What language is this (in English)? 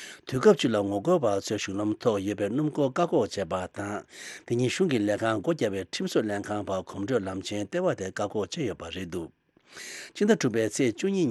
Tibetan